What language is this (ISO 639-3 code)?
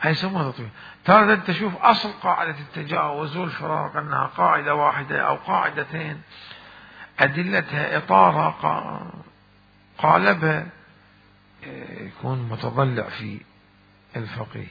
acm